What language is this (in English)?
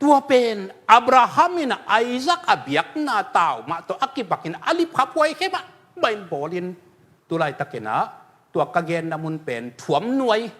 Tedim Chin